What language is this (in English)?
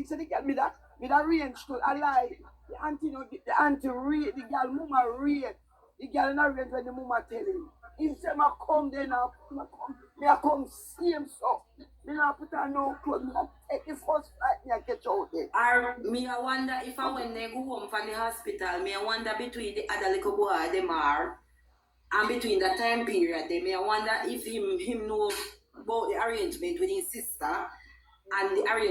Jamaican Creole English